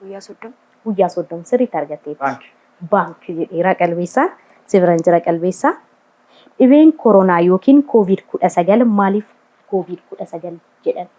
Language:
Oromo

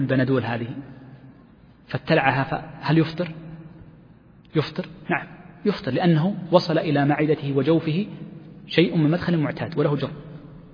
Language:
Arabic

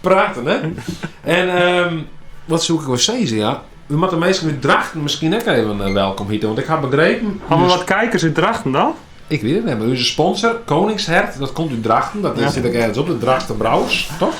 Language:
Western Frisian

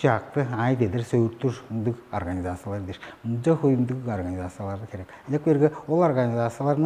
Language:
Tuvinian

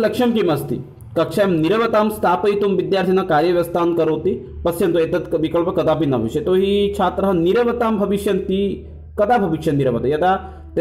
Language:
Sanskrit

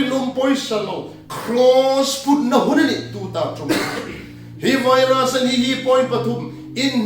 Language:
Hmar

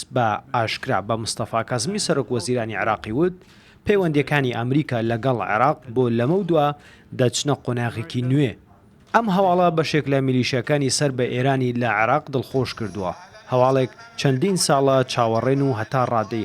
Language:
Central Kurdish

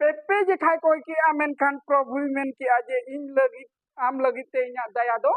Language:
Santali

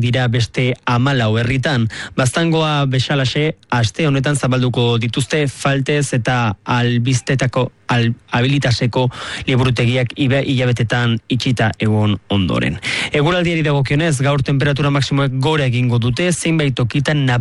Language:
Basque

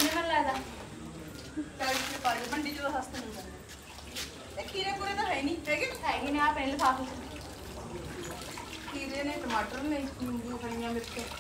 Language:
Punjabi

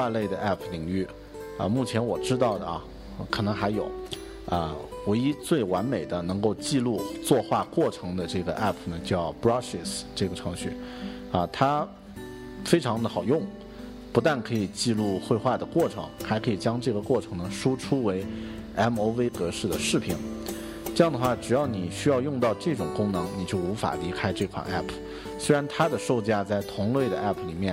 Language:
Chinese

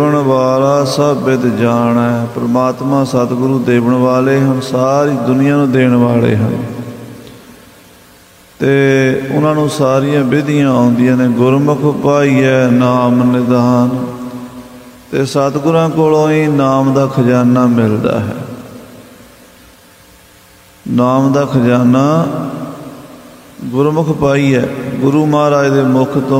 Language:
Punjabi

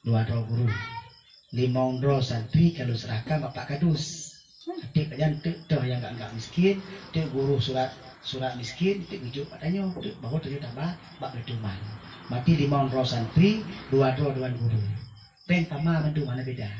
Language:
Achinese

